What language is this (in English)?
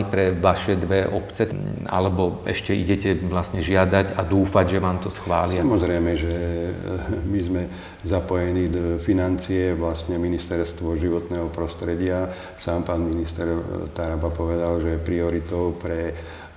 Slovak